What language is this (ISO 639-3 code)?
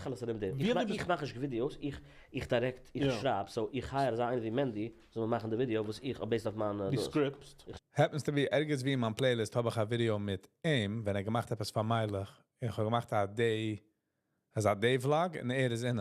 yid